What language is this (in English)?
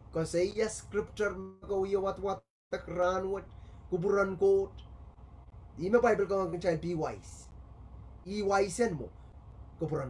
Pohnpeian